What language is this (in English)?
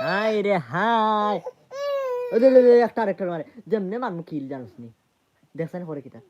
Sylheti